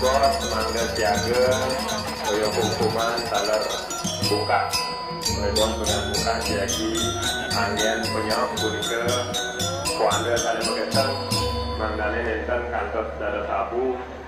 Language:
Balinese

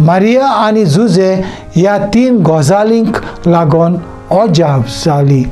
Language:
Konkani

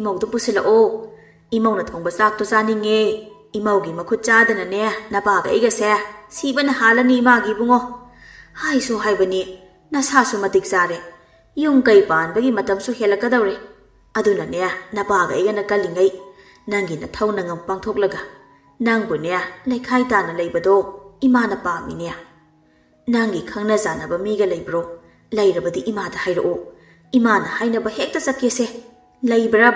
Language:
Manipuri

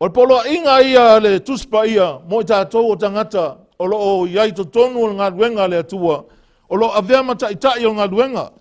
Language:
Samoan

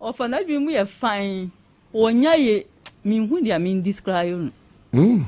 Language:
Akan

